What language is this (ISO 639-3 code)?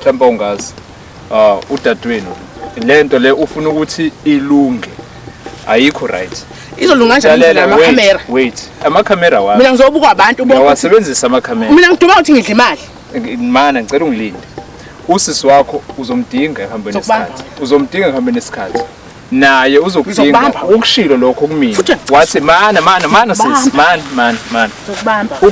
zul